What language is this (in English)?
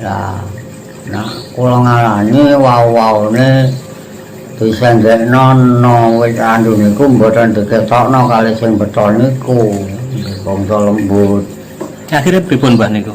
Javanese